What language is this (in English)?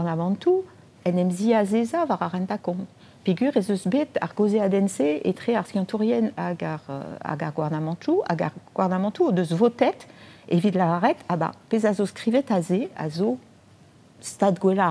Breton